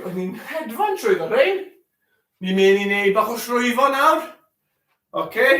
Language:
Welsh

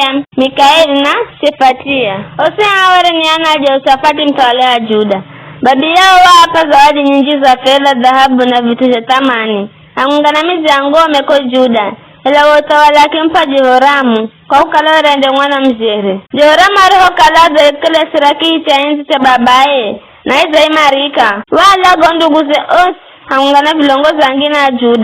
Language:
Giryama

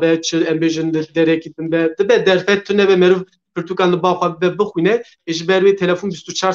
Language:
Kurdish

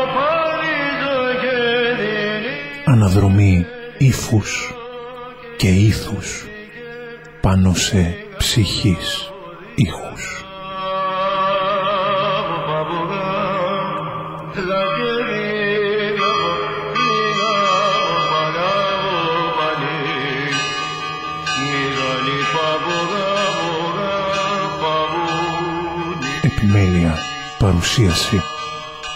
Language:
Greek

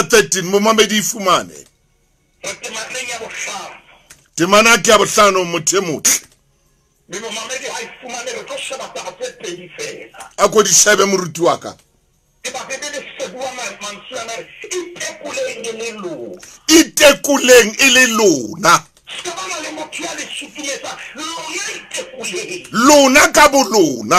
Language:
Southern Sotho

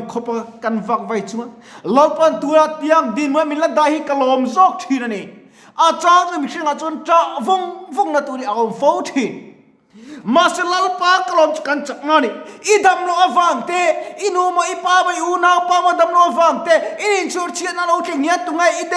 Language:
Mizo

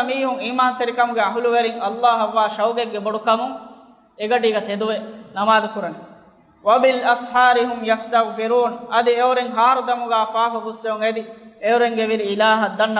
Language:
Divehi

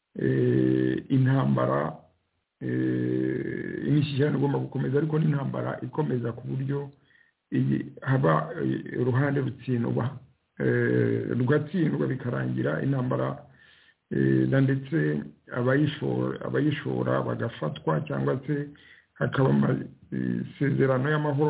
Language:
Kinyarwanda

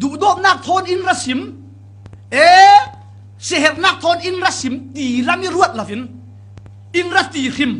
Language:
Falam Chin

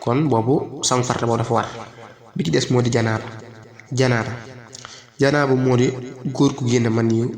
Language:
Wolof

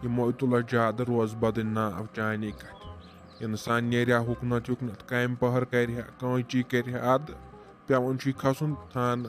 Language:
Kashmiri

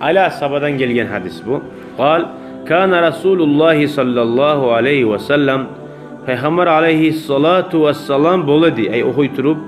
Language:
Kumyk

